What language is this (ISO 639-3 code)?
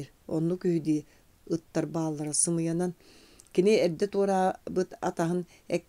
sah